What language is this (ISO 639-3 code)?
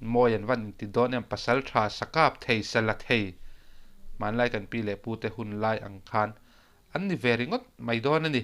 lus